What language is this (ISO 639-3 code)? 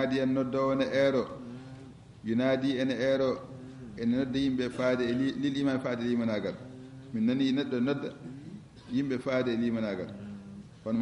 ful